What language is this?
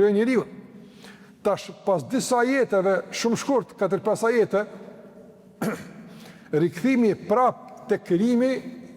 Albanian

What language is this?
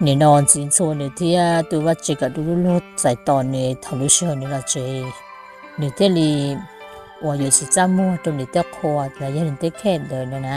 Hmong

